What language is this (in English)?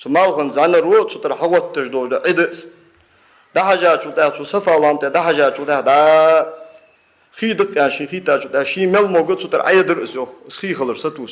Ingush